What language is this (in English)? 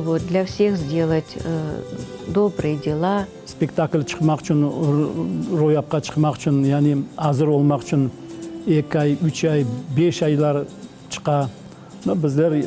Crimean Tatar